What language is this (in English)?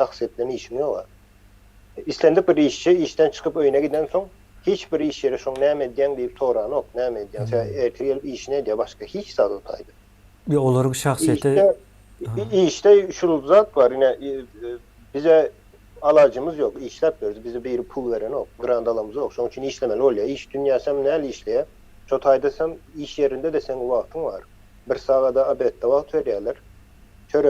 Turkmen